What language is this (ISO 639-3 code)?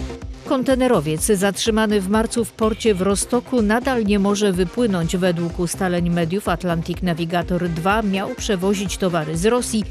pol